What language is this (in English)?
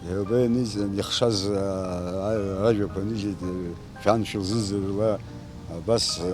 Abkhazian